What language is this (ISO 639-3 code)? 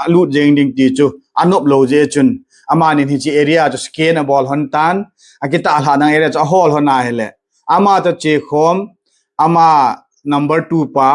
tcz